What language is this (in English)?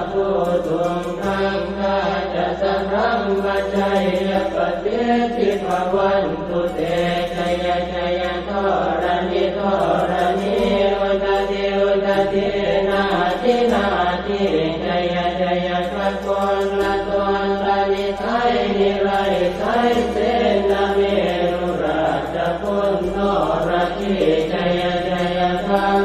Pali